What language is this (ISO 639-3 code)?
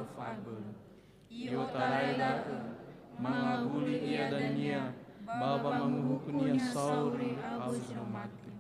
nia